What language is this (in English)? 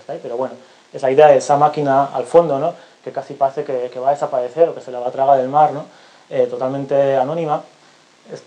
Spanish